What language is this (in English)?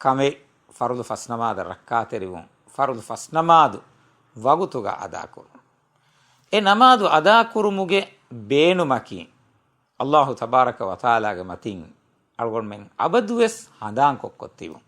Divehi